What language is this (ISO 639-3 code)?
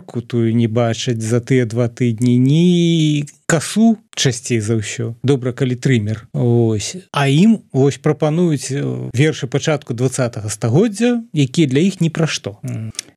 bel